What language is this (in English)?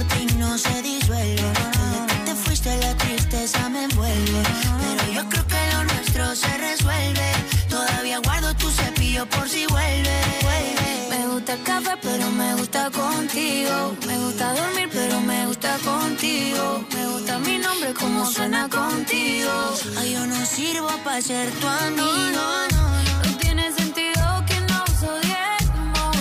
Spanish